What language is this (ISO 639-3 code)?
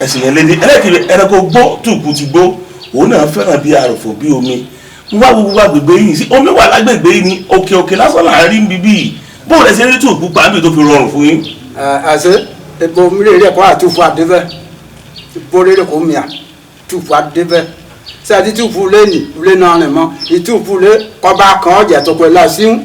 yor